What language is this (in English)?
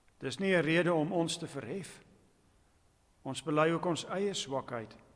Afrikaans